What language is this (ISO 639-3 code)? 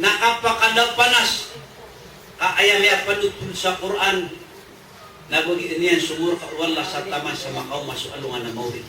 mrw